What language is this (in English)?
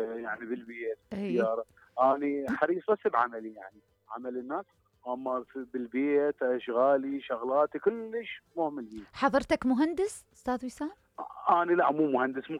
Mesopotamian Arabic